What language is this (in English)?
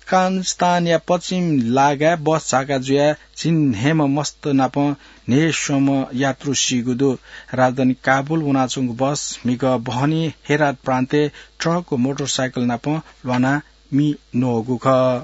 Newari